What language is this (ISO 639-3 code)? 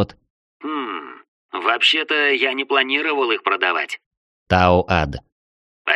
rus